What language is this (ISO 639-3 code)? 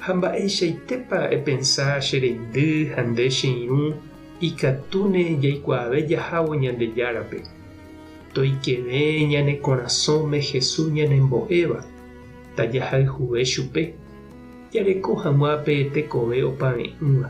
grn